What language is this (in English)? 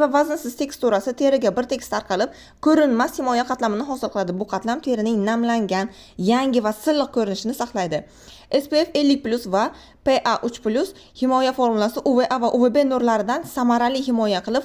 Uzbek